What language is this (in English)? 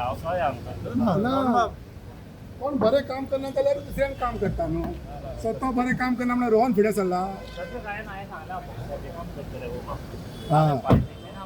Konkani